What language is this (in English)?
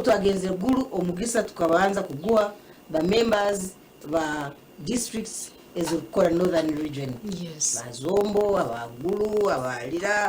Nyankole